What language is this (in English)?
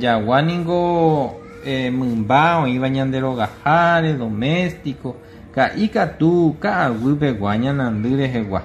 Guarani